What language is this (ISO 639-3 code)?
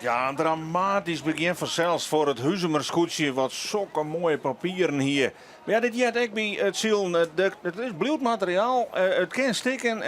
fry